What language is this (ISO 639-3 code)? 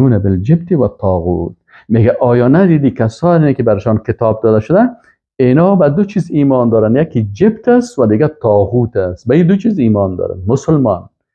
fas